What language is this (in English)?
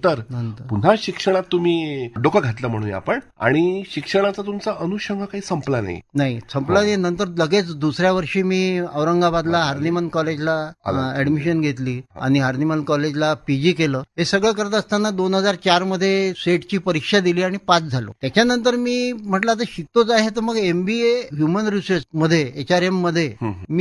Marathi